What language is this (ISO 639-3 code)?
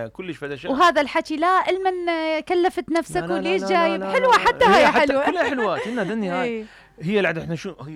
acm